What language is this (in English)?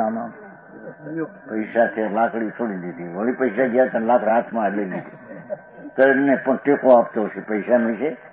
Gujarati